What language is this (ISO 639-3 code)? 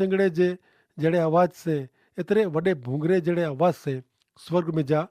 kfr